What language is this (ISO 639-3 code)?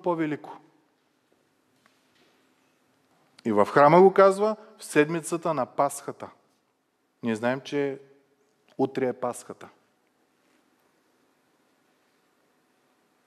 bul